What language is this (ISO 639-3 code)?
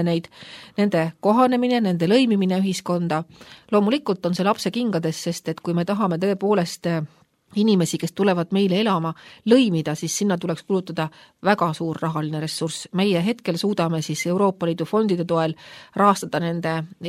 est